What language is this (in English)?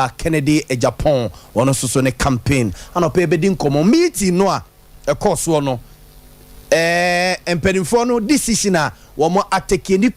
Akan